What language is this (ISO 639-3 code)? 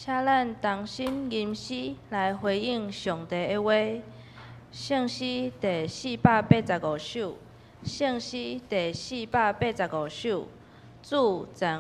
nan